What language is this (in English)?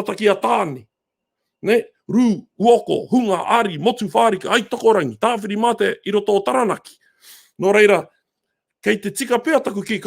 Māori